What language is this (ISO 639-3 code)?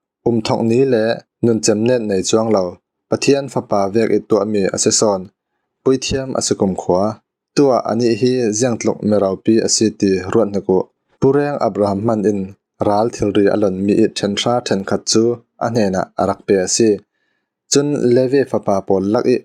cfm